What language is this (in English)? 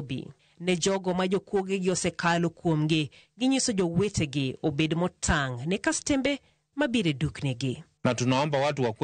Luo (Kenya and Tanzania)